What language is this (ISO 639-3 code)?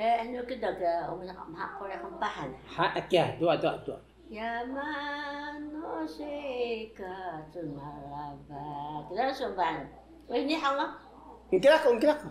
trv